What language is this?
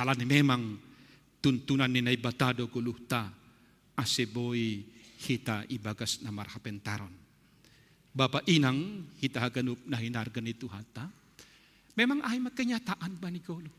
Batak Simalungun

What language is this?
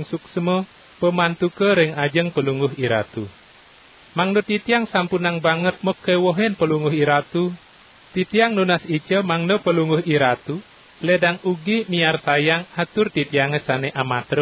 Balinese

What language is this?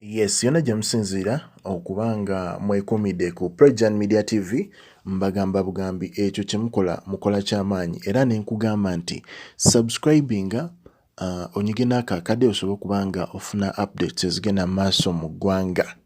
Ganda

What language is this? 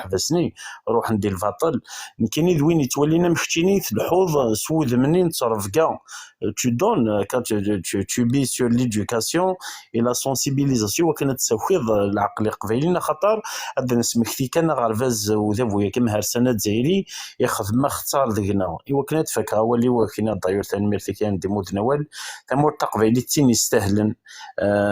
Kabyle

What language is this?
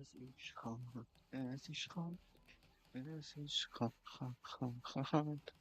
Swiss German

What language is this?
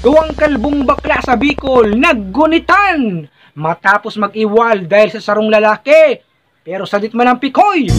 Bikol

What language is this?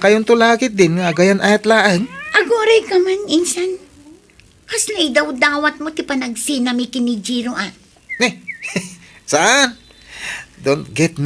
Iloko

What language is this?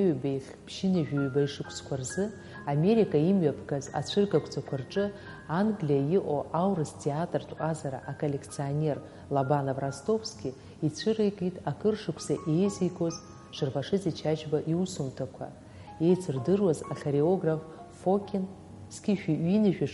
Abkhazian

